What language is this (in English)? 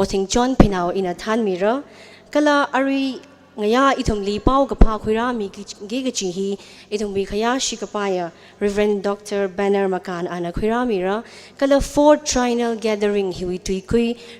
Tangkhul Naga (India)